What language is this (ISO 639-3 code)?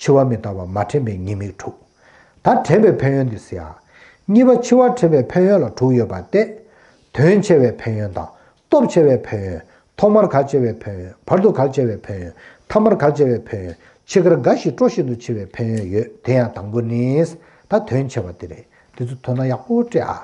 bod